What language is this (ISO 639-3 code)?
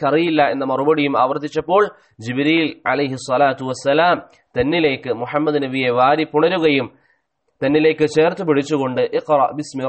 mal